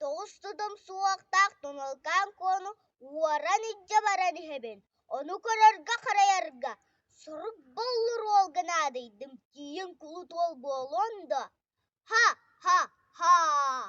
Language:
Yakut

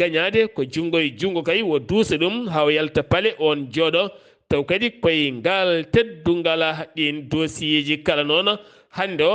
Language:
Fula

